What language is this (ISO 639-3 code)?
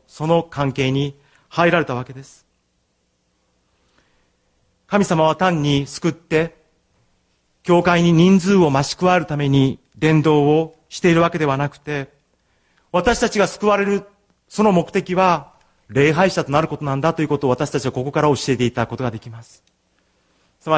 jpn